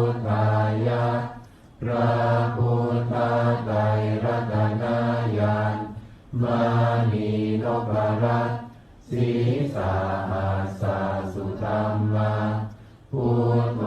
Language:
Pali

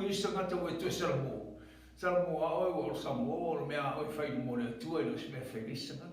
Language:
Samoan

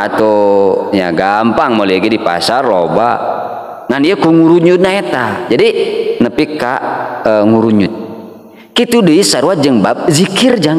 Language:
Sundanese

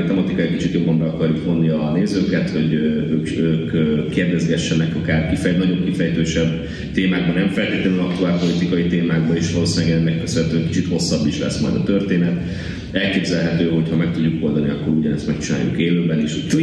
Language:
Hungarian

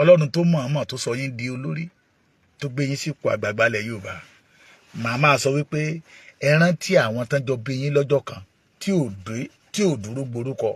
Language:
Yoruba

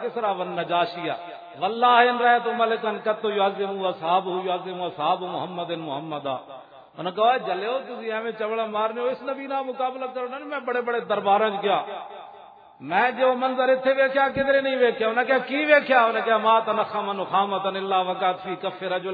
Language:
Western Panjabi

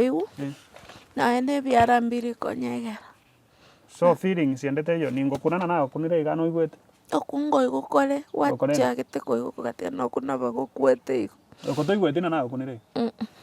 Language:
Gusii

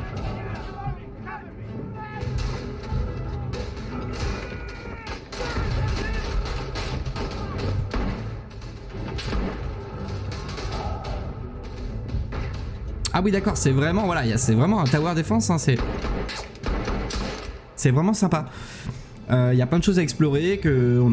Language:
French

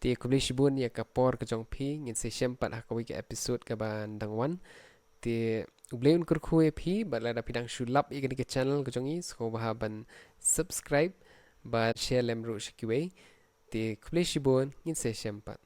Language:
Khasi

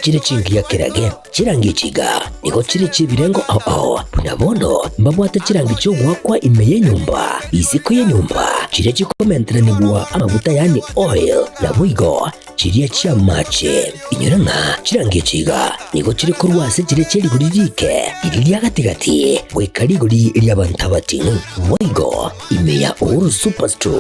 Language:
Gusii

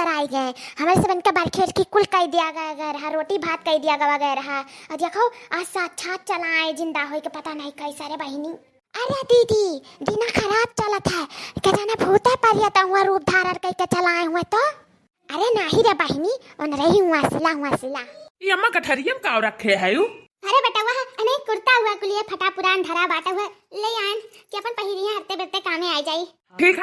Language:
Awadhi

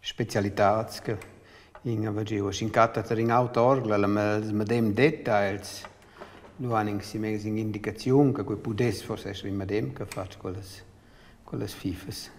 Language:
Romansh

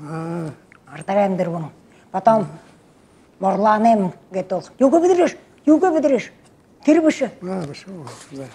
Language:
Buriat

